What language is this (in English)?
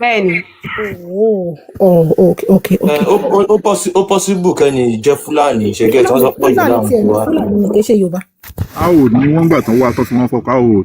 Yoruba